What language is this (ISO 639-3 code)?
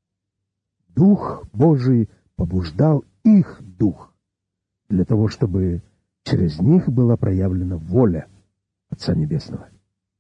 rus